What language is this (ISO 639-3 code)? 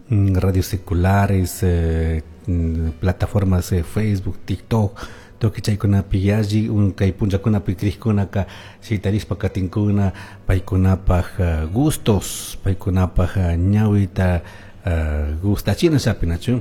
qug